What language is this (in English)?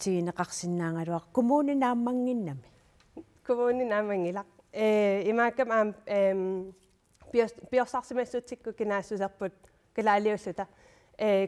Kalaallisut